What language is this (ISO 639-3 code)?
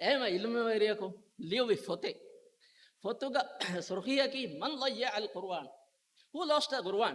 div